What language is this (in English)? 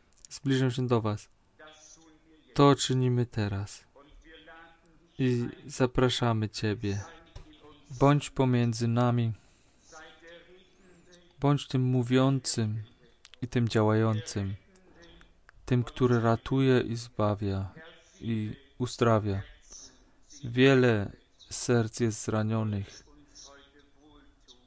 Polish